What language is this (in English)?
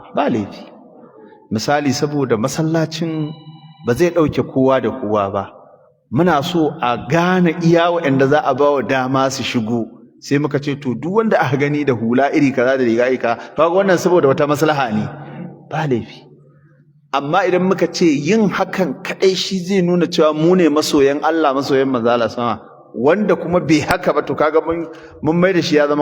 Hausa